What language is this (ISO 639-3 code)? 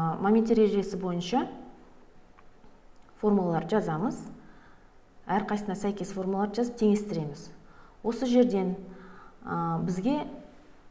kaz